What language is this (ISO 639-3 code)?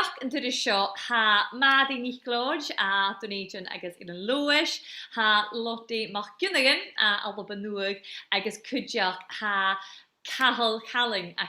gla